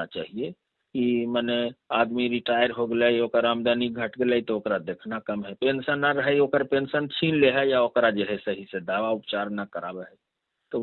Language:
Magahi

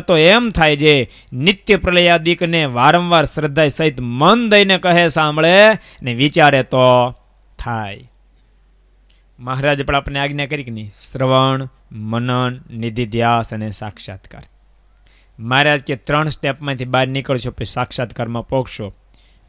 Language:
Gujarati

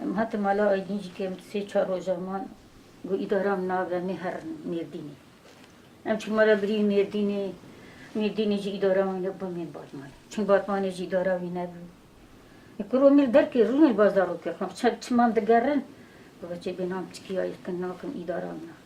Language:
Kurdish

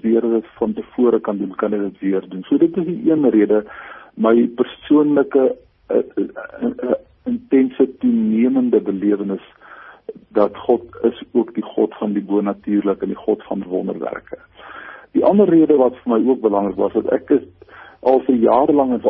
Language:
Afrikaans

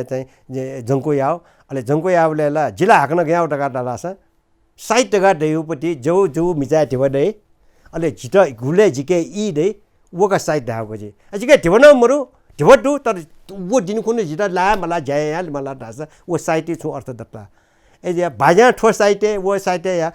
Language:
Newari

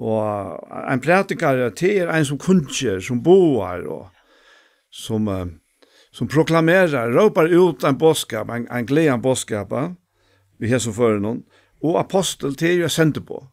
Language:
Faroese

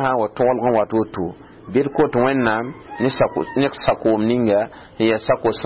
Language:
Mossi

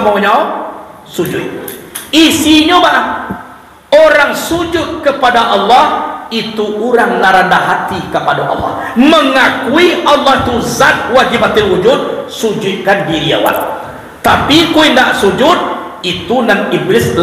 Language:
Minangkabau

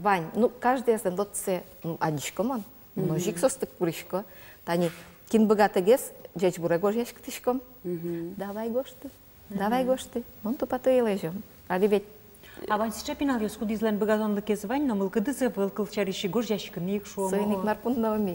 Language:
Udmurt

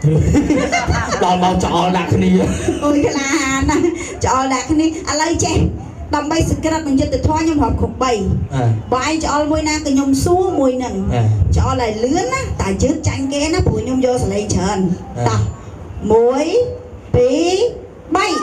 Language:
Khmer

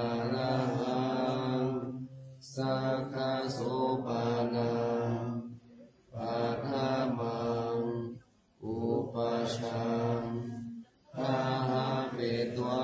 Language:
Pali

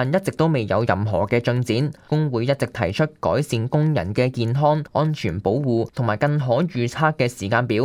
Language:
Cantonese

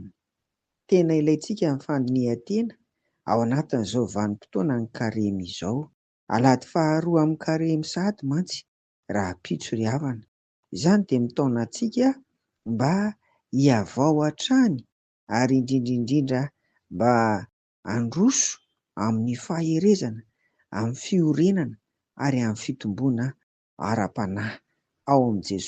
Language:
Malagasy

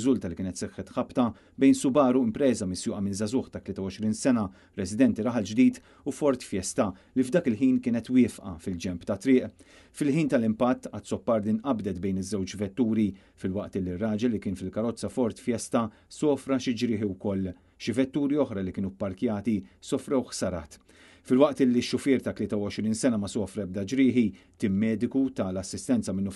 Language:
Maltese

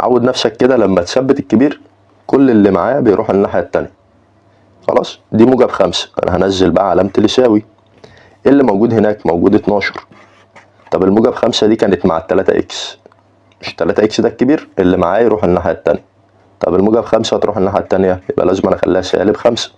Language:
Egyptian Arabic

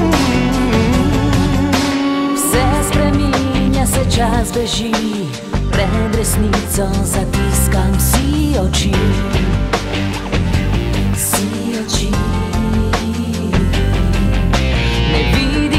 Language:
Slovenian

